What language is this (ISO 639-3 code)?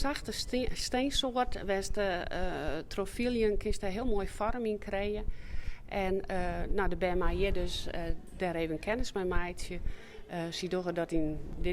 fry